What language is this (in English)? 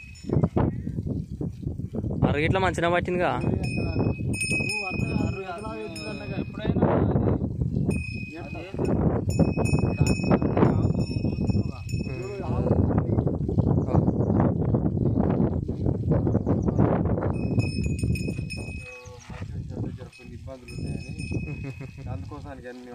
Telugu